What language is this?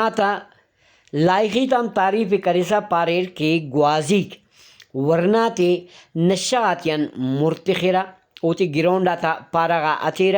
Brahui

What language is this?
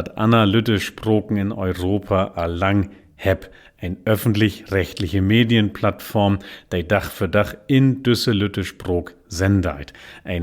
Low German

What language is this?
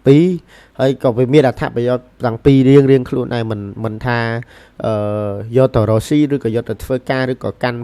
Khmer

